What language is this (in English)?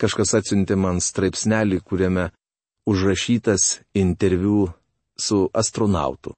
Lithuanian